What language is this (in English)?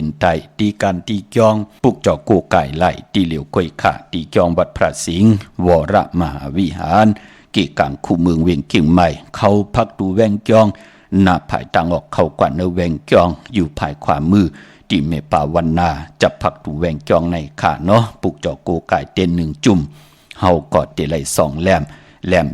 Shan